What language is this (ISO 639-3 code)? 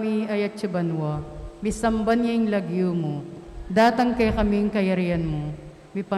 pam